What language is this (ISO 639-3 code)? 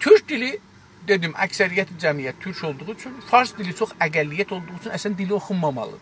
azb